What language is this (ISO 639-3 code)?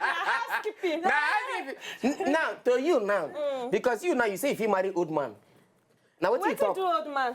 pcm